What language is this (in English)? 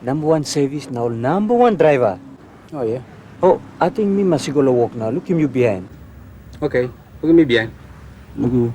Tok Pisin